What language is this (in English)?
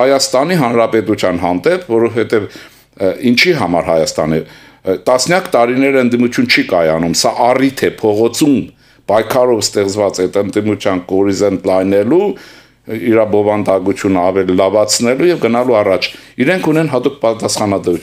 Armenian